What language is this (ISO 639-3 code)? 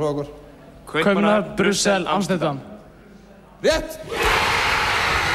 isl